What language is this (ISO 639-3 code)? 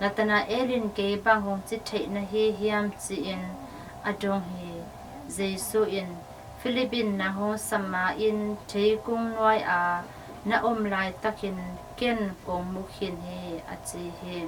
ctd